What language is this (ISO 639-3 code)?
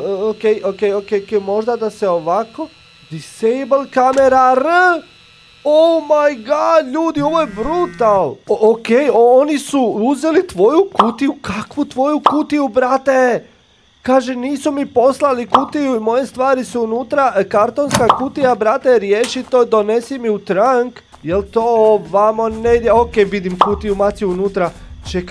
hrv